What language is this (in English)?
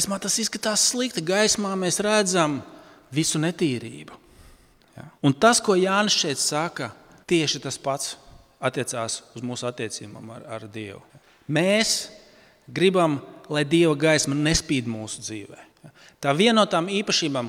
Latvian